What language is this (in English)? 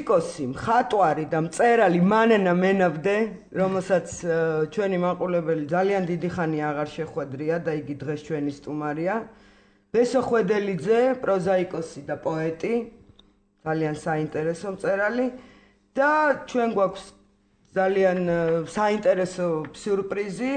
Georgian